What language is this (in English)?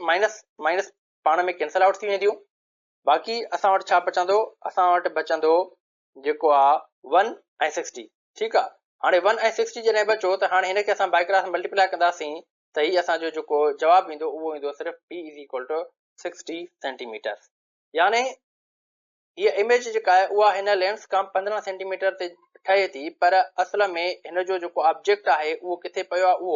Sindhi